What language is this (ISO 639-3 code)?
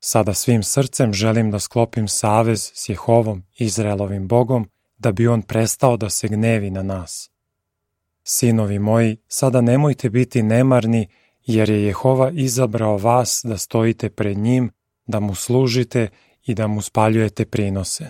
srp